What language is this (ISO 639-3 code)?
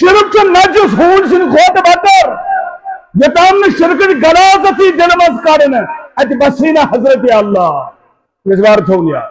kas